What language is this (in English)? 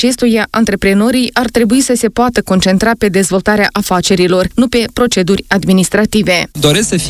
Romanian